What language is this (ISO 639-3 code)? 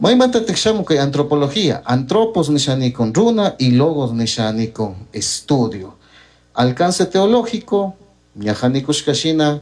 qug